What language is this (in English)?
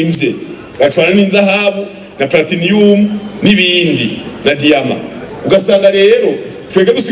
Rundi